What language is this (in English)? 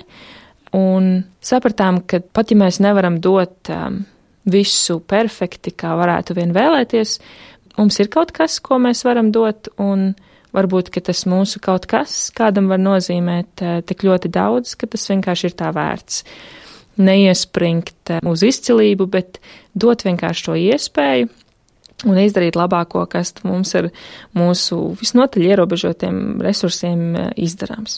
Latvian